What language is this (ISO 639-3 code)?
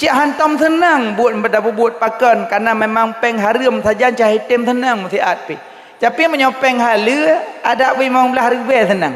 ace